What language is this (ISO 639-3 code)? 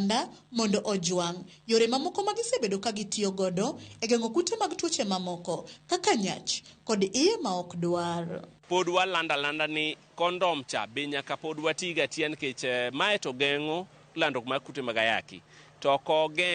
luo